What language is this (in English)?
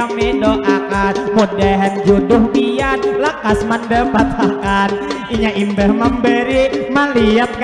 Banjar